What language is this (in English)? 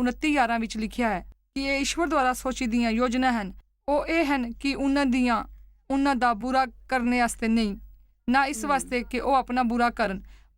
Dogri